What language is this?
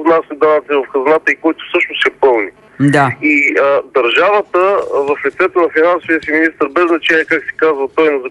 Bulgarian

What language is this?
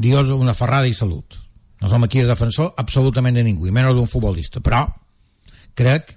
Catalan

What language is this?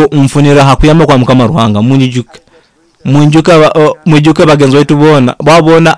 Nyoro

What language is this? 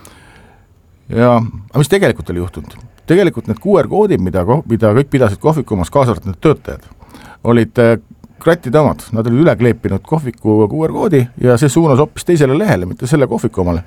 Estonian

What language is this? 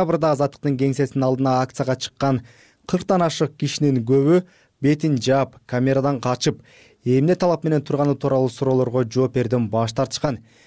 Kyrgyz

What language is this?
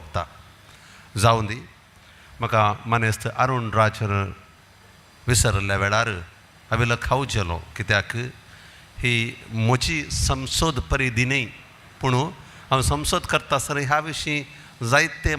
Konkani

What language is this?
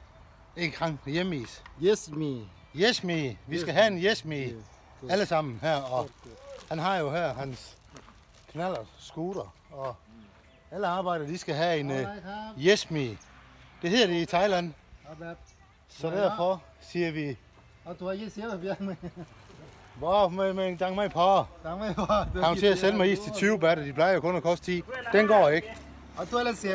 Danish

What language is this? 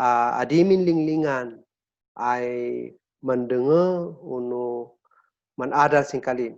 Kankanaey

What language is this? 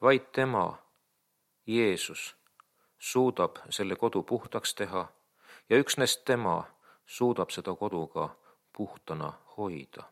Estonian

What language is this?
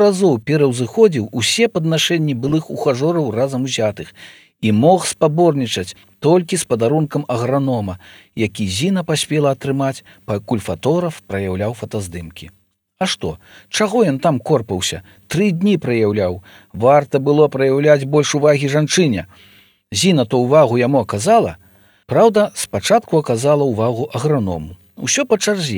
Belarusian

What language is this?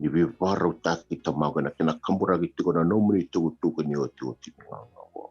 Fijian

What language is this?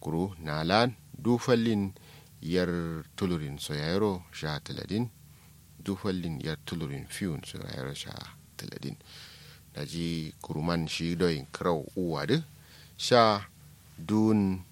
Kanuri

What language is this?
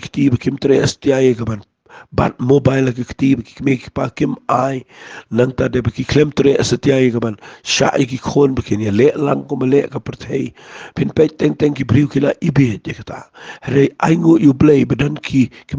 Khasi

